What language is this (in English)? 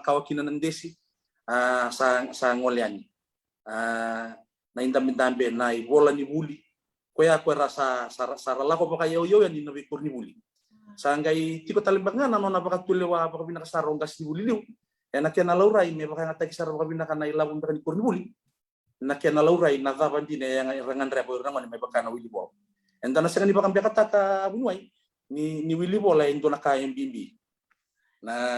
Fijian